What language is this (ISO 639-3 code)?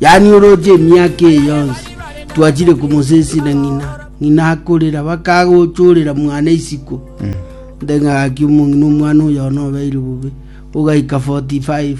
guz